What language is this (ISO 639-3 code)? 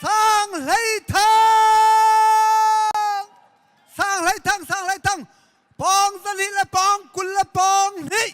cnh